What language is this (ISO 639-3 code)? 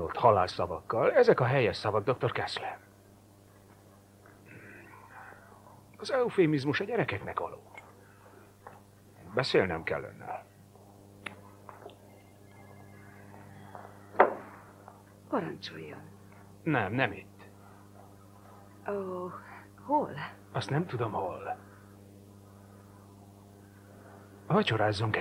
hun